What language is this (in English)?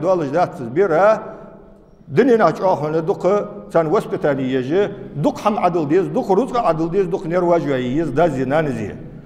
Ingush